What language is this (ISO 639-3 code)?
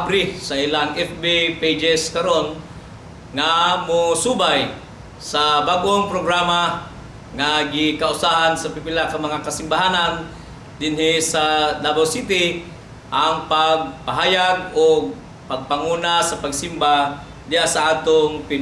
ceb